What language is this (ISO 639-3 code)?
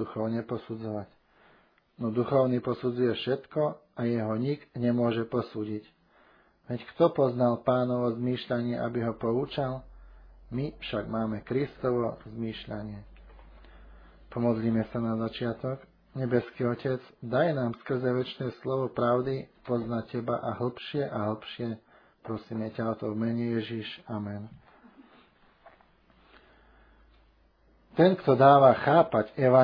slk